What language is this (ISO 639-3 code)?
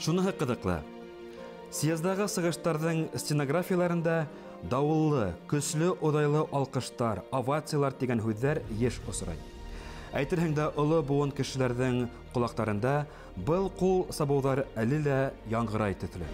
bak